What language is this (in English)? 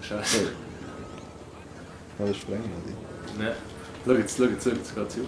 Swiss German